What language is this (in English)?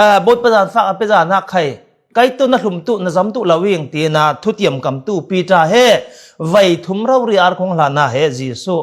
Falam Chin